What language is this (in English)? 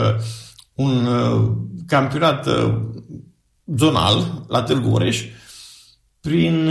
Romanian